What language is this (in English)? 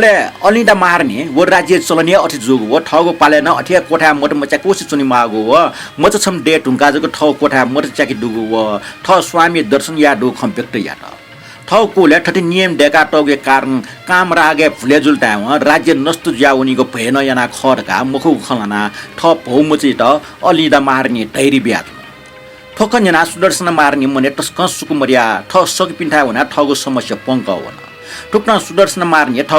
Newari